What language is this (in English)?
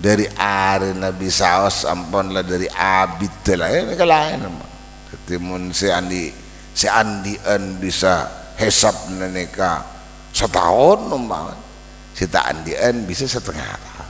Madurese